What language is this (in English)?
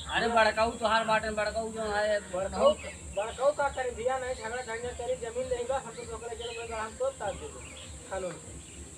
Awadhi